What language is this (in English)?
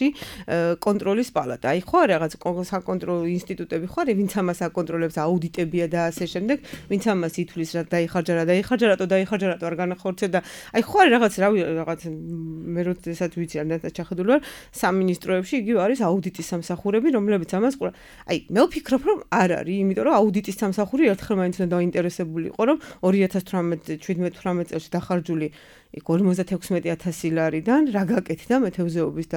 Georgian